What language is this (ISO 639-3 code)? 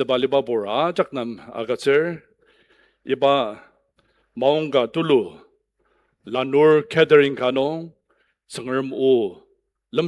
njo